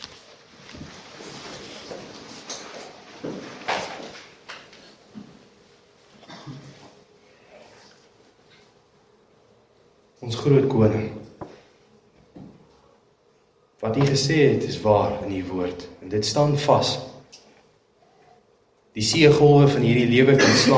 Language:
Afrikaans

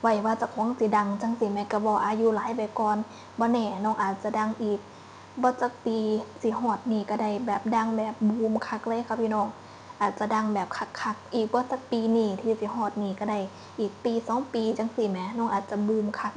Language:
Northeastern Thai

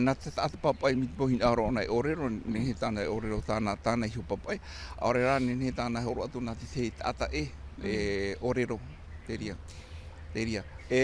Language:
Tahitian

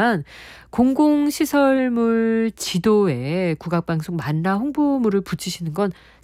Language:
Korean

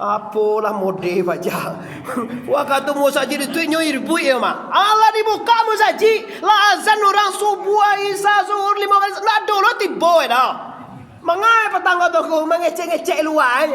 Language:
Minangkabau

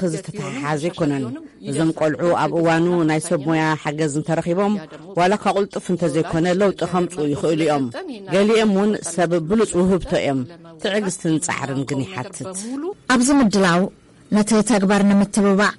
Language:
Tigrinya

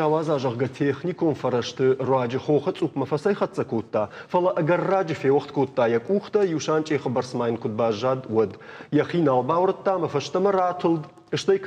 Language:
Ossetic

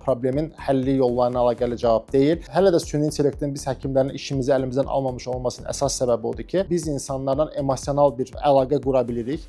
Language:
Azerbaijani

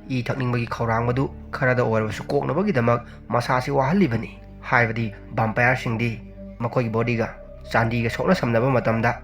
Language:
Manipuri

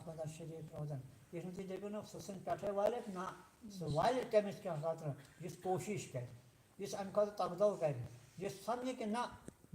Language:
Kashmiri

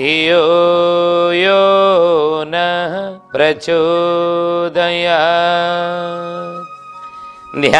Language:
Odia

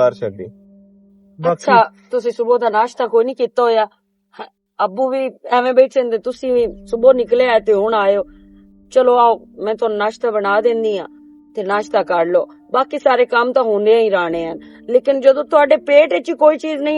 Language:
Western Panjabi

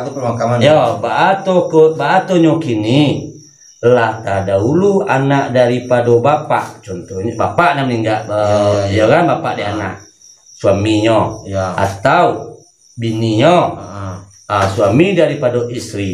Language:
Minangkabau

